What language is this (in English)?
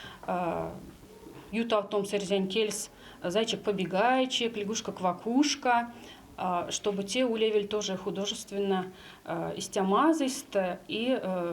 Erzya